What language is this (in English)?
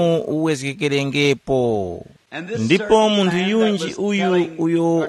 Tumbuka